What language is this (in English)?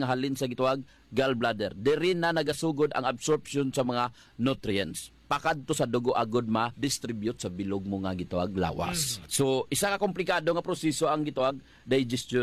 Hiligaynon